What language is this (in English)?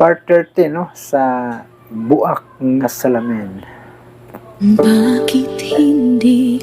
Cebuano